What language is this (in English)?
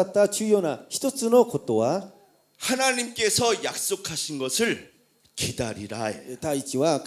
Korean